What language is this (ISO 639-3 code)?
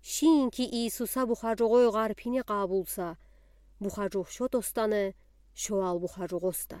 udi